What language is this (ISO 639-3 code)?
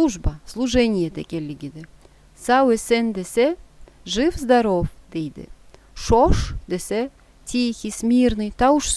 krc